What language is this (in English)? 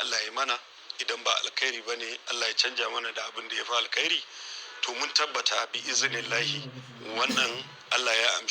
Hausa